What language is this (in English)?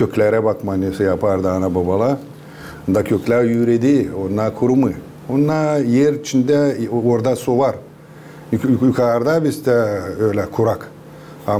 Gagauz